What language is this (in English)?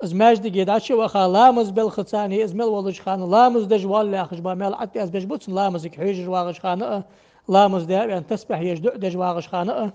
Ingush